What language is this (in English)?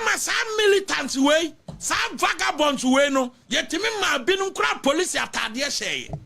Akan